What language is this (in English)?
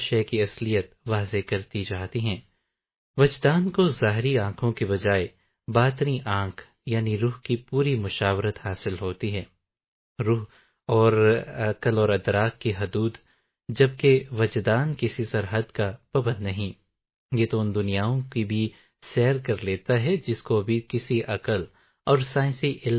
Urdu